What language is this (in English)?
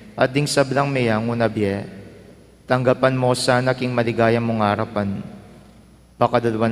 Pampanga